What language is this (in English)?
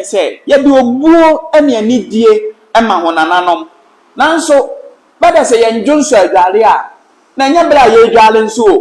Akan